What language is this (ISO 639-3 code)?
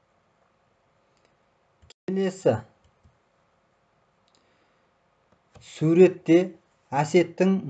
kaz